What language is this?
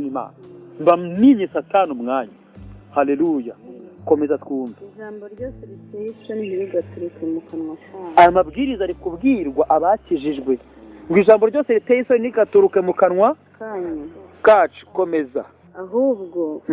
Kinyarwanda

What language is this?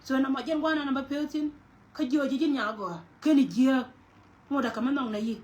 Nuer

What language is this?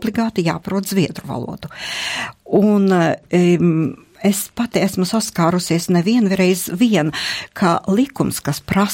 Latvian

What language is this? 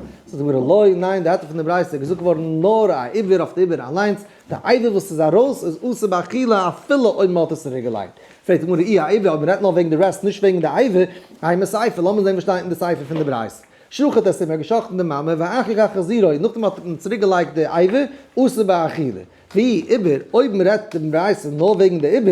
Yiddish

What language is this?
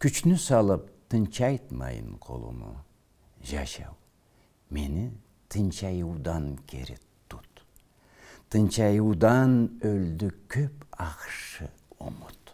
Karachay-Balkar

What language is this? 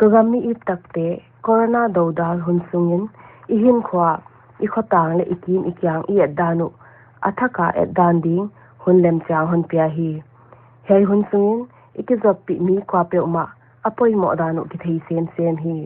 Paite Chin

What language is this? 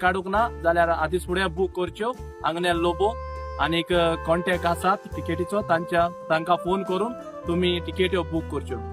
Konkani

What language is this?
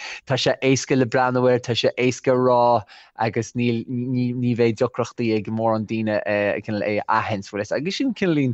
Irish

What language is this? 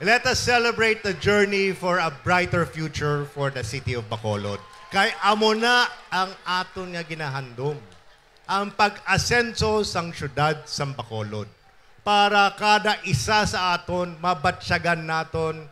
Hiligaynon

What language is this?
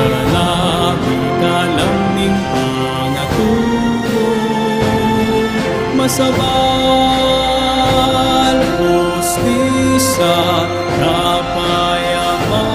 Pampanga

